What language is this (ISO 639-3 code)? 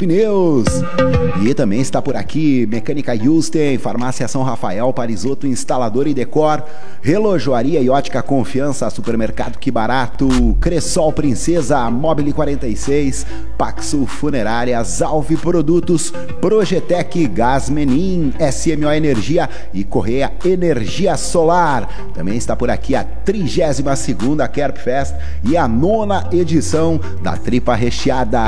por